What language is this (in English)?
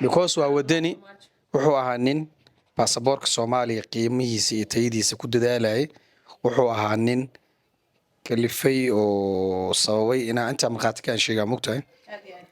Somali